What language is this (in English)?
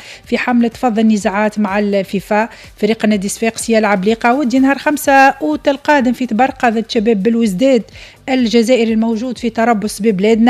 Tunisian Arabic